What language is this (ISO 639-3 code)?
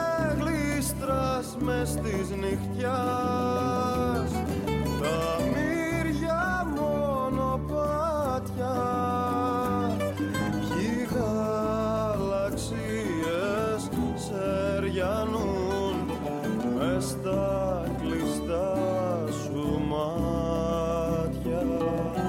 ell